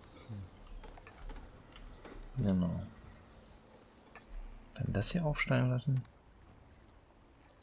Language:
German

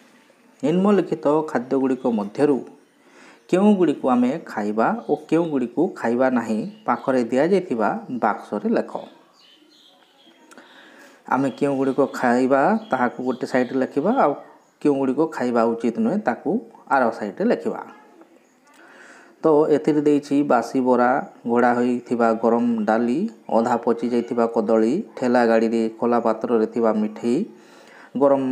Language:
Odia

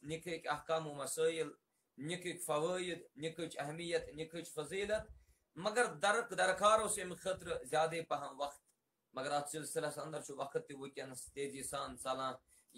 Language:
Kashmiri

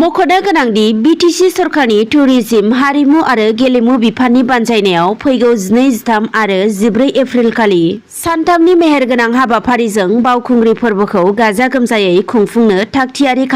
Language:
Bodo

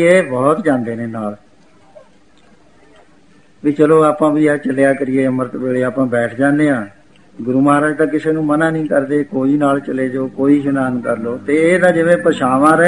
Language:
Punjabi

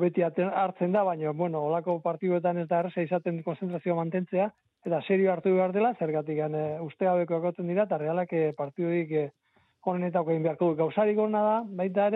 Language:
Basque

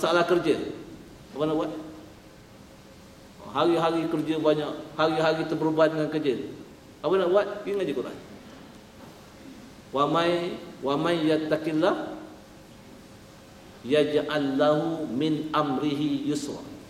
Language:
Malay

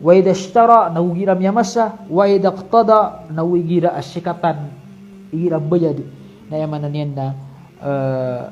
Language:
Maranao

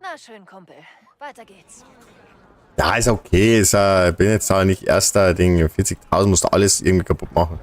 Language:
Bavarian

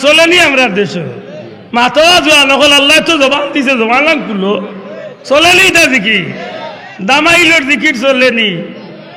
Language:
Sylheti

